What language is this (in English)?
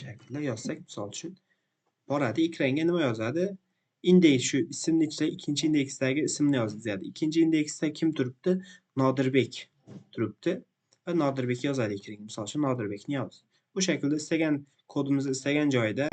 Uzbek